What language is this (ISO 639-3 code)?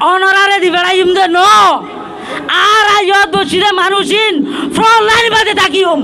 rhg